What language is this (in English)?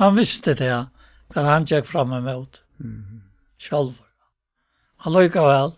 Faroese